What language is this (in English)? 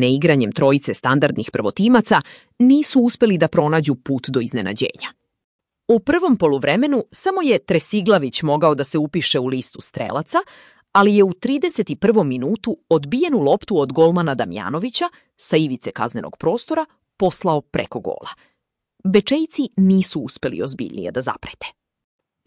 Serbian